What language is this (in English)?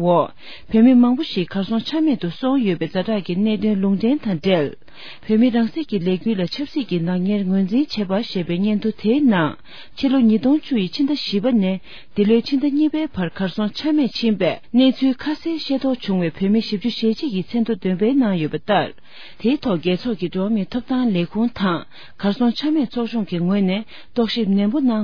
Tibetan